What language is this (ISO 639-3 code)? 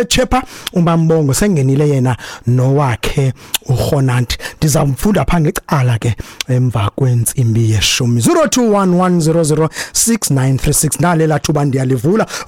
xho